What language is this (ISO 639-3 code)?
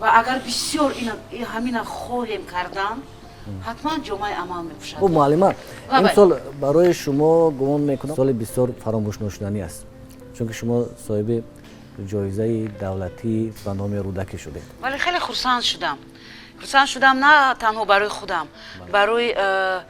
tgk